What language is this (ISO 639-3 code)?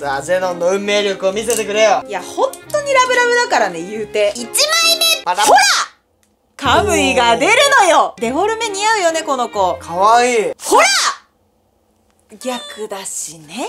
jpn